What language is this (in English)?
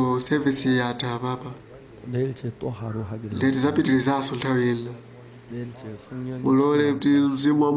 Nyanja